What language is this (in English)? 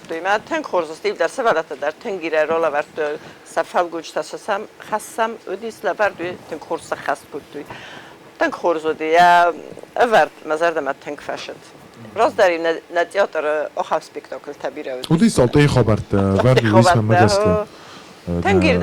Ossetic